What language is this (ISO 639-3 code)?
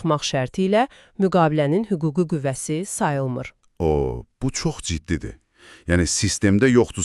aze